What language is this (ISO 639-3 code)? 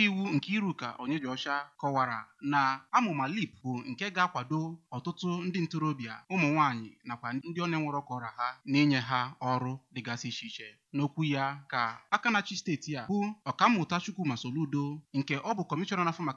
ibo